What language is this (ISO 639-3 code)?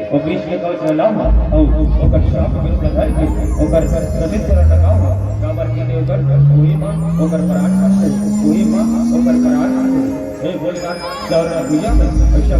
hne